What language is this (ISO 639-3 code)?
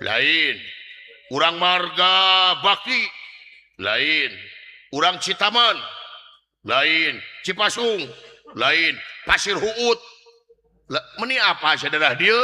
sun